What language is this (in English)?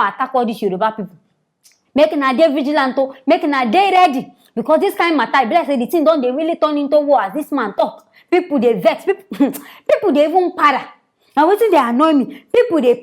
Nigerian Pidgin